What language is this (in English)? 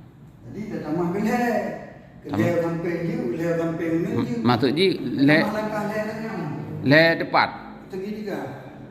Achinese